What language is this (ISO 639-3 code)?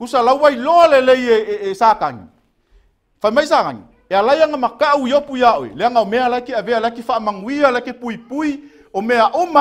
smo